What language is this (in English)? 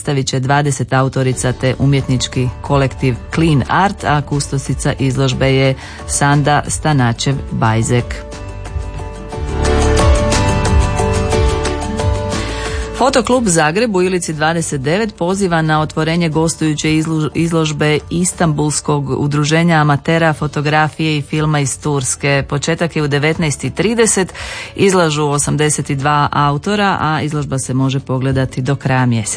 Croatian